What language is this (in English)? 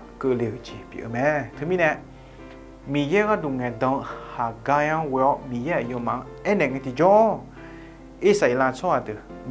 Akha